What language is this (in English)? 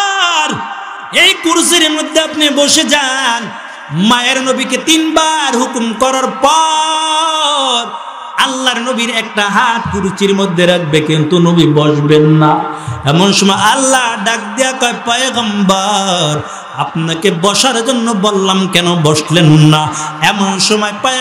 Bangla